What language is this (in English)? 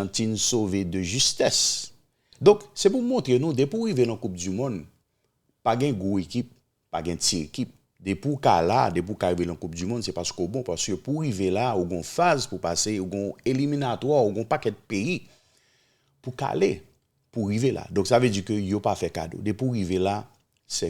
Haitian Creole